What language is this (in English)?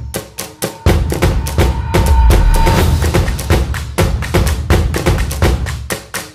Malayalam